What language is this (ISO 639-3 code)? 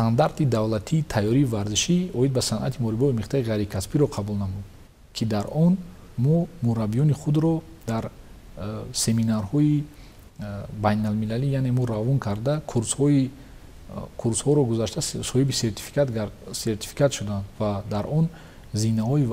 tgk